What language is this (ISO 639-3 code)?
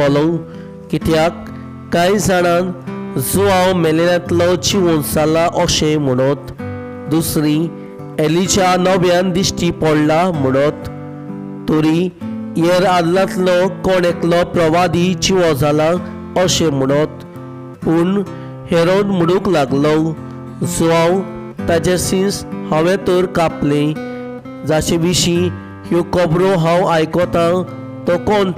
kok